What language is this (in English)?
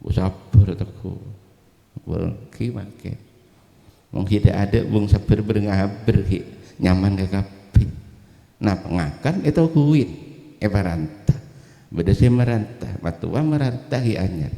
Madurese